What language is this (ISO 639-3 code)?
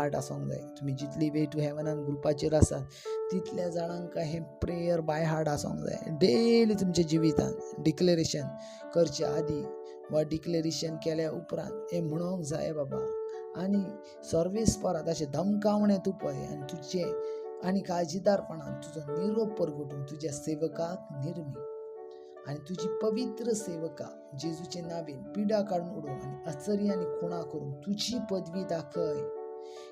kok